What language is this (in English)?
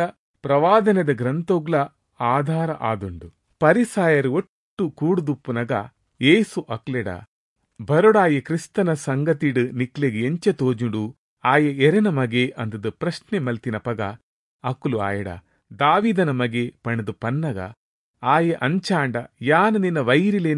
Tulu